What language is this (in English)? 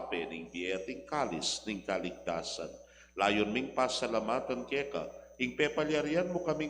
Pampanga